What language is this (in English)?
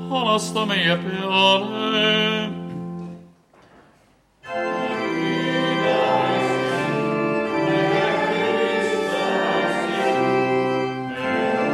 Estonian